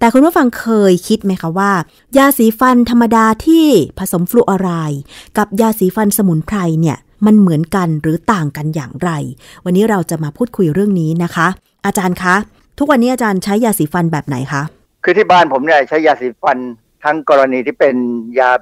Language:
Thai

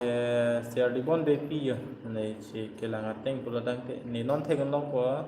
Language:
Karbi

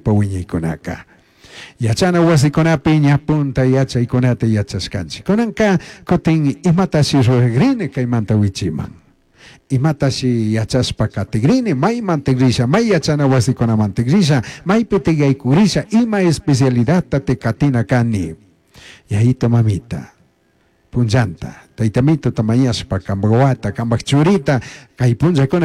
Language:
Chimborazo Highland Quichua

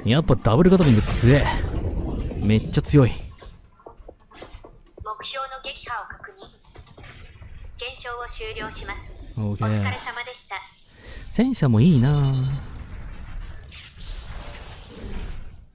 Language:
Japanese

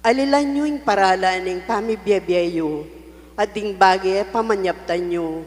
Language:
Pampanga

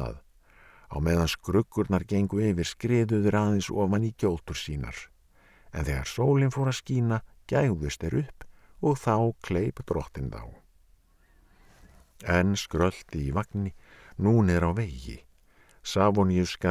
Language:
Icelandic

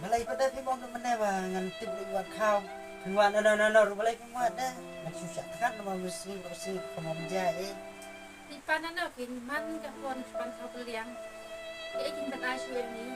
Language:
Khasi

